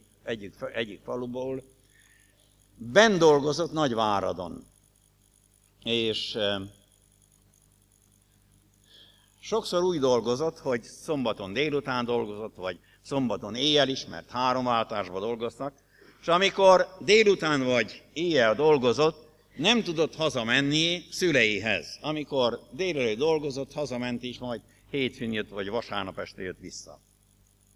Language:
Hungarian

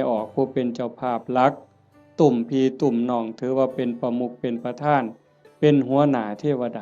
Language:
Northeastern Thai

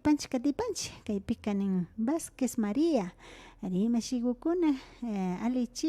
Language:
Imbabura Highland Quichua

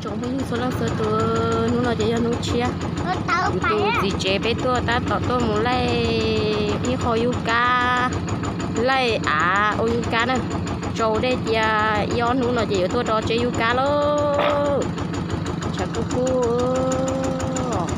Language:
Hmong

